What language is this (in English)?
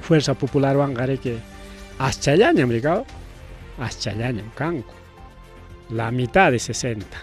Ayacucho Quechua